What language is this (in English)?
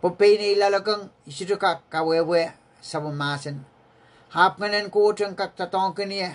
Pohnpeian